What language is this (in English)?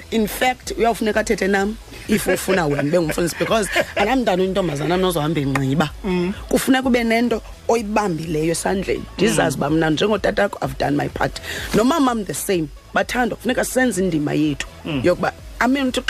Xhosa